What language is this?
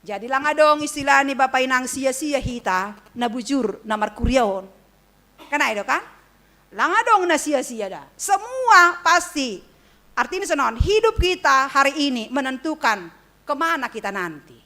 Batak Simalungun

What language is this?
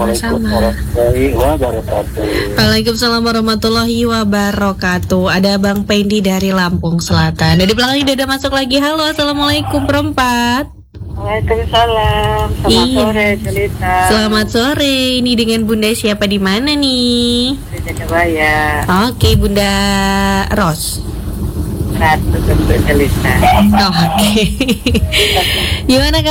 Indonesian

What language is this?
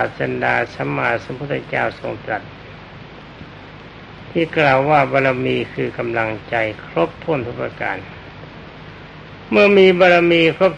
Thai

